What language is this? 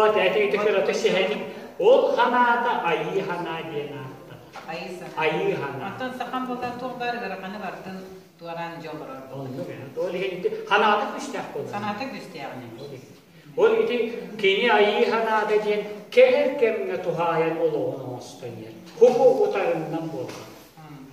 Yakut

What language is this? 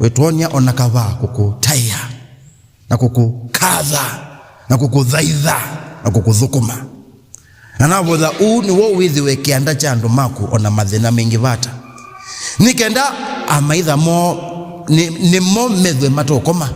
Kamba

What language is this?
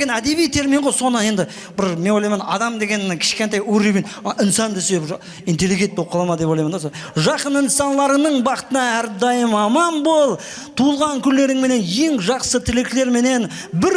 Kara-Kalpak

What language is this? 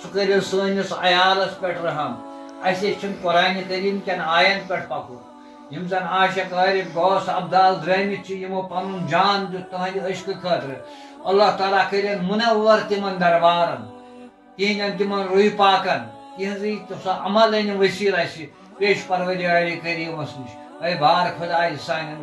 Kashmiri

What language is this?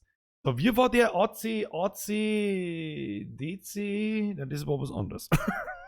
Bavarian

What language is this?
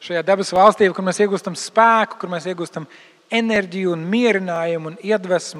Latvian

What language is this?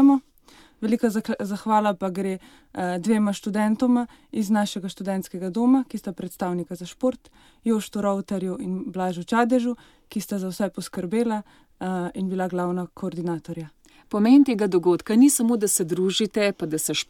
Slovenian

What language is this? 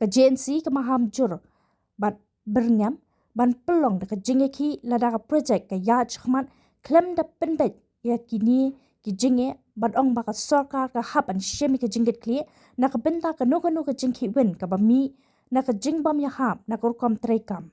Khasi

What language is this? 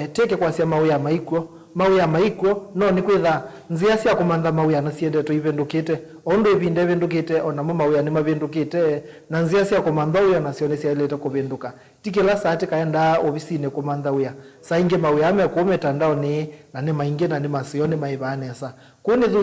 Kamba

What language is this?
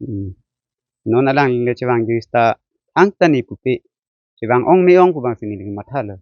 Karbi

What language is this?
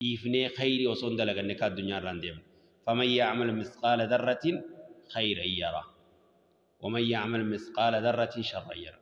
Oromo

